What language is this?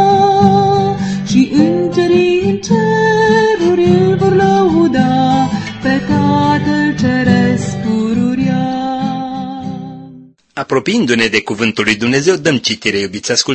Romanian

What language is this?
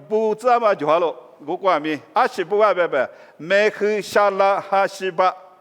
Lisu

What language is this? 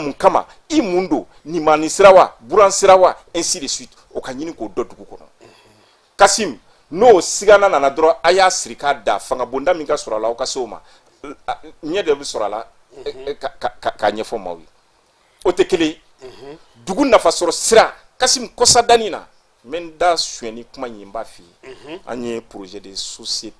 Bambara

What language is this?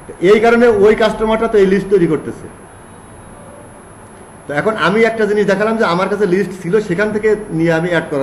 Bangla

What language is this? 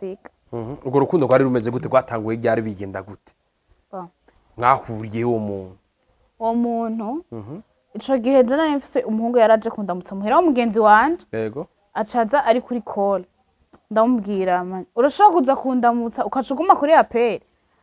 Rundi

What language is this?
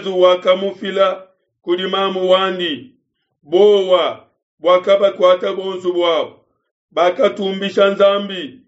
Luba-Lulua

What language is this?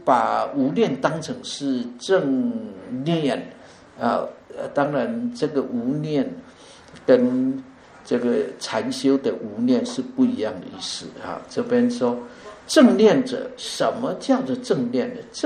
Chinese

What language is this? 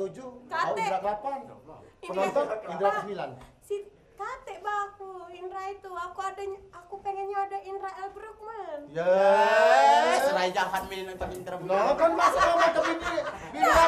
Musi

